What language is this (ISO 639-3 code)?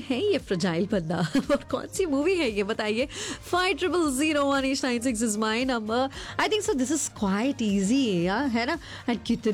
hin